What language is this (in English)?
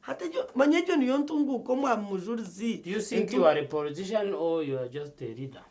Nyankole